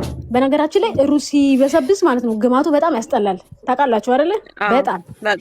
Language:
Amharic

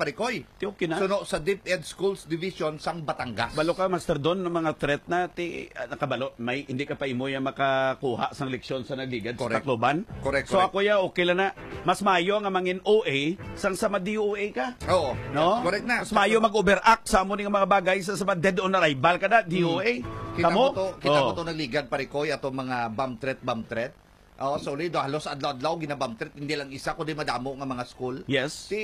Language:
Hiligaynon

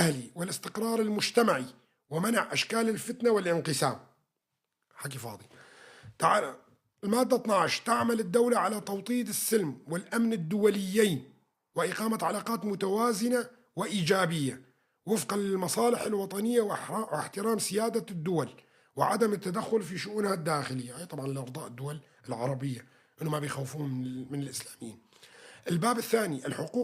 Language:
Kurdish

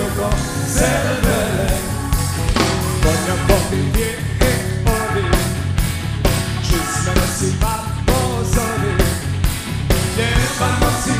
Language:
Croatian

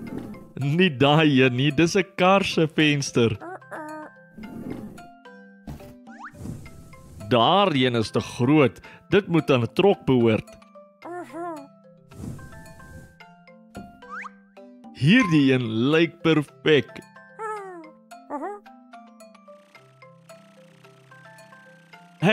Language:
Afrikaans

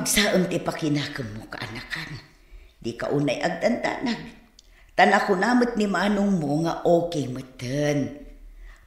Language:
Iloko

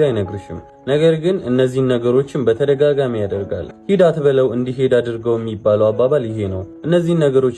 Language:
Amharic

